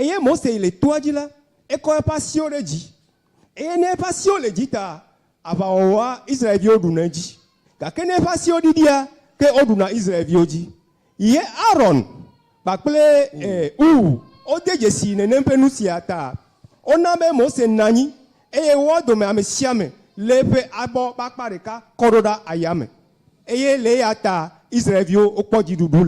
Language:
Ewe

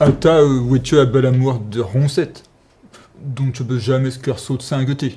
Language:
Breton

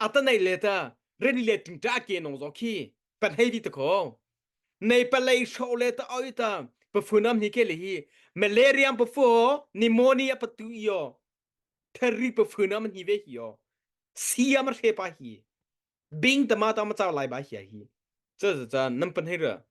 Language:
Mara Chin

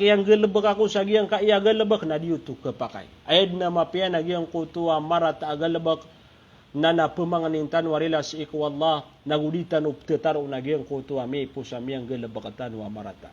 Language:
Maranao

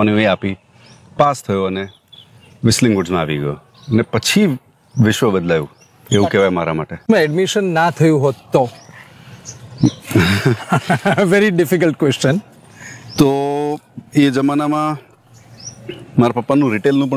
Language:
Gujarati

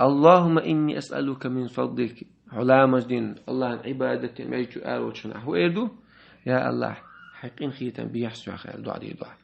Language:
Chechen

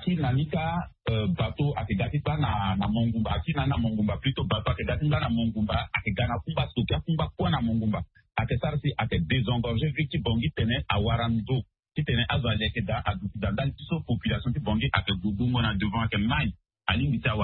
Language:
Sango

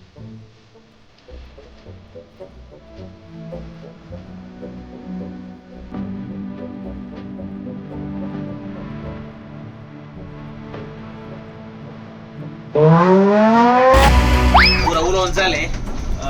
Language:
Konkani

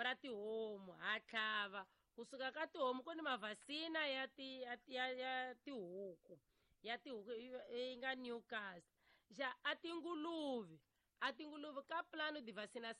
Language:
Tsonga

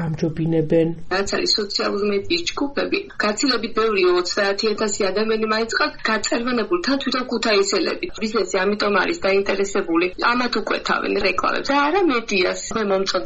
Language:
Georgian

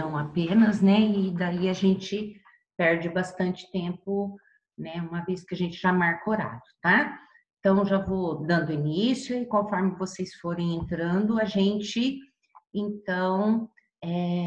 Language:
Portuguese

